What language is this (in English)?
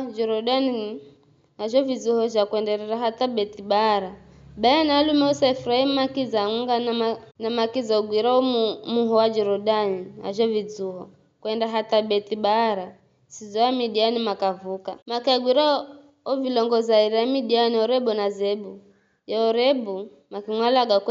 Giryama